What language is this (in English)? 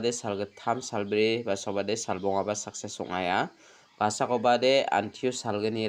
Garo